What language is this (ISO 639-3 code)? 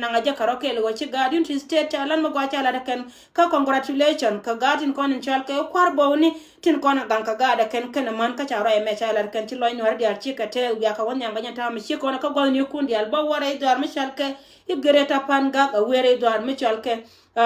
nus